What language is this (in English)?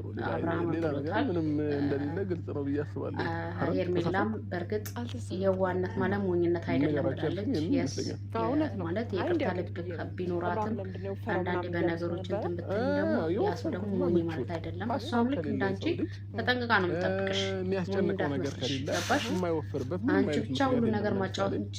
Amharic